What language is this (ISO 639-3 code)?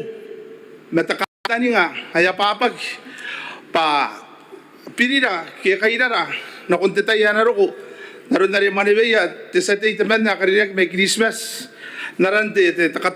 gil